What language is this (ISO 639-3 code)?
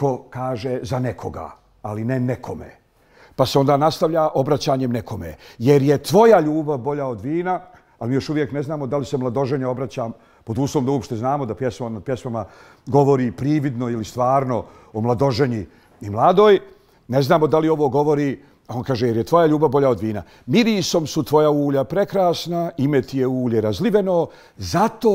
bos